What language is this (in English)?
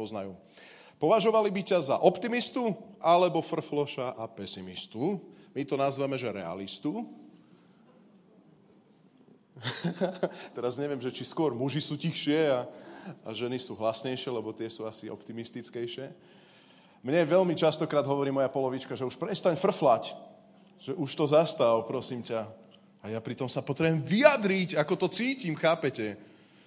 Slovak